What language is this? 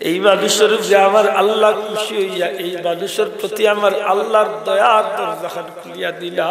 Sylheti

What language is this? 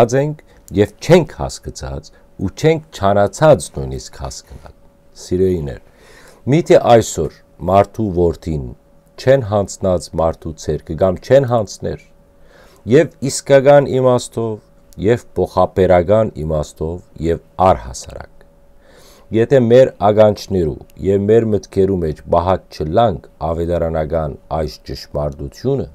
Western Armenian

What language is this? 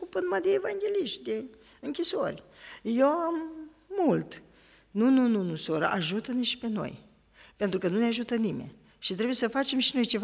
Romanian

